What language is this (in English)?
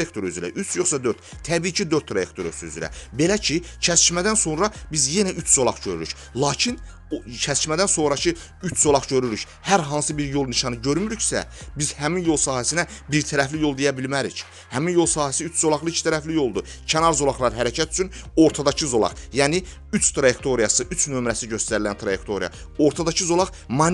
Azerbaijani